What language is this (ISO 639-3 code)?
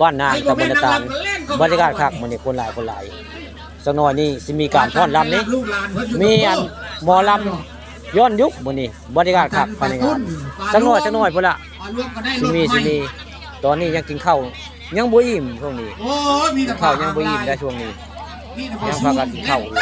tts